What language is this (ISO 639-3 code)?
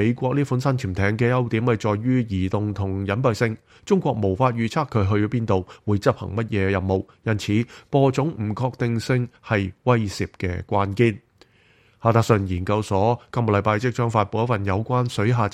yue